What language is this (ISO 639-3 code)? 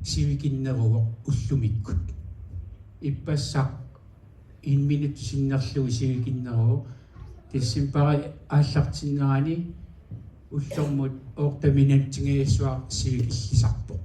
kal